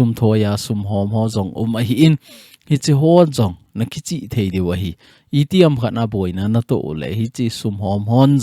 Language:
Thado Chin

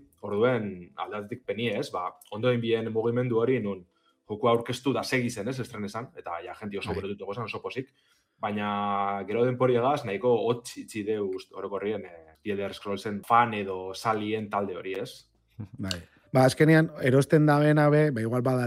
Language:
Basque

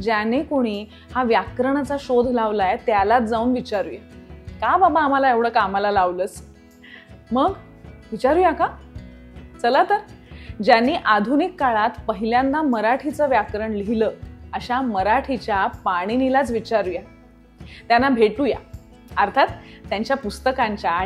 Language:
Marathi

